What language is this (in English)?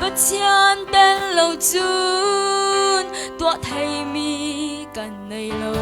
Falam Chin